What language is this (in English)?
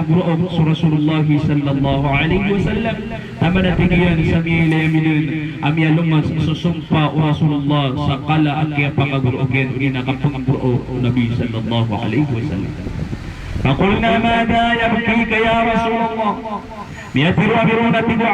Maranao